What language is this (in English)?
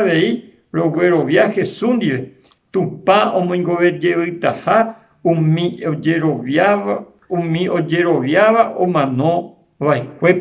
Guarani